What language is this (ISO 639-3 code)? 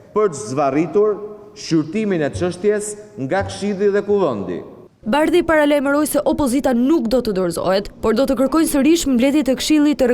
sqi